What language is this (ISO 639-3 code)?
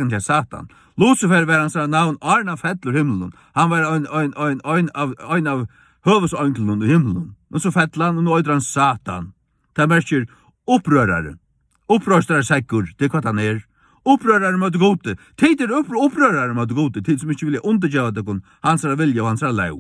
fao